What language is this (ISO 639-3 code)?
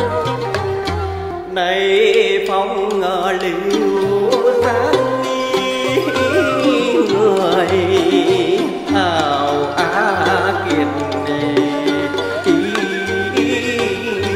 vie